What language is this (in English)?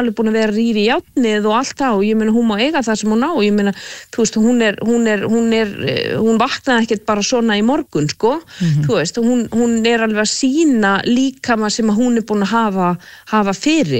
Icelandic